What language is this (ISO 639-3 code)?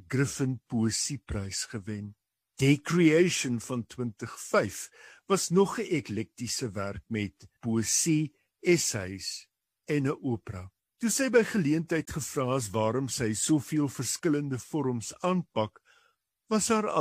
afr